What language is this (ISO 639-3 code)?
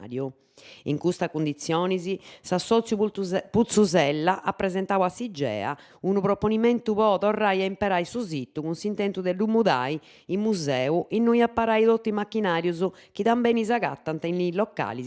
srd